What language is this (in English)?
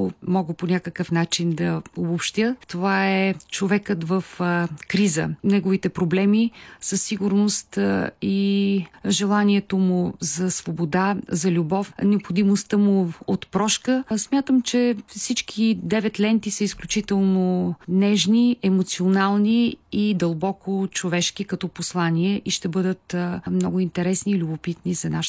Bulgarian